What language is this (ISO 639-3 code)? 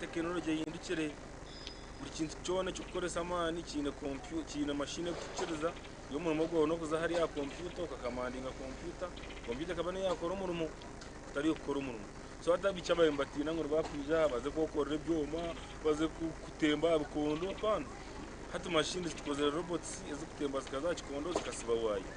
nyn